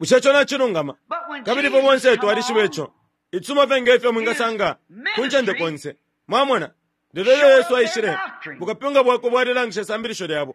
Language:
Bemba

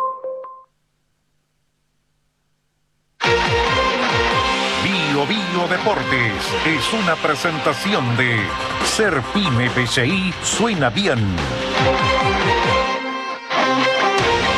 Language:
Spanish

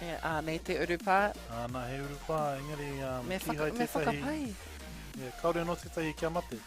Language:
Māori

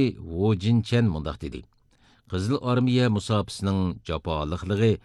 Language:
Uyghur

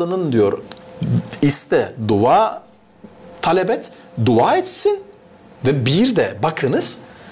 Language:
Gagauz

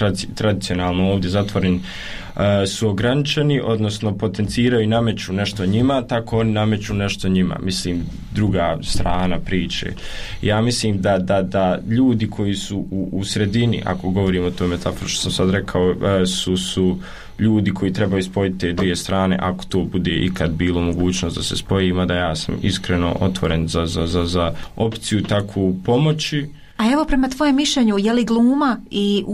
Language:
Croatian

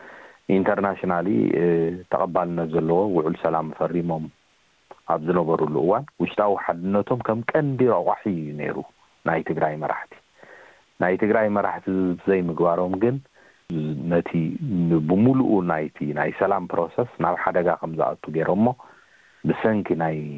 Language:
Tigrinya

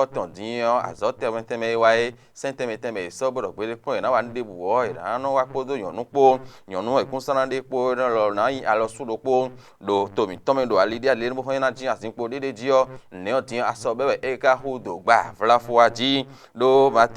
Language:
Fon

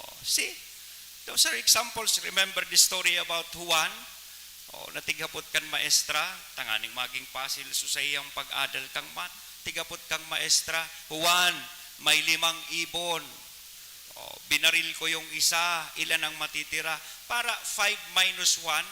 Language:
Bikol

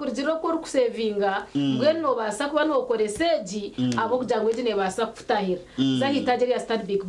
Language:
Nyankole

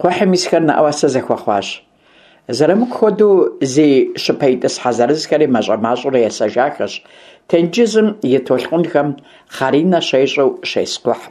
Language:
Kabardian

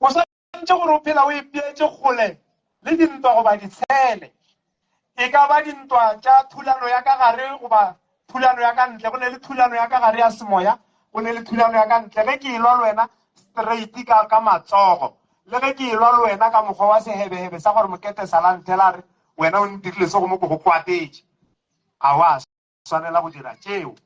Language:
Northern Sotho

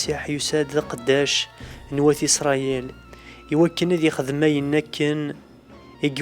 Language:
Kabyle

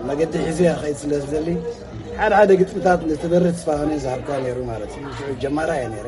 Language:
Tigrinya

